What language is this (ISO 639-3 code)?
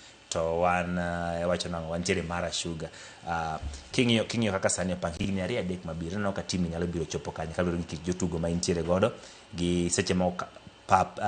luo